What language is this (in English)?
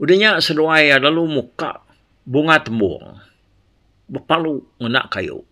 Iban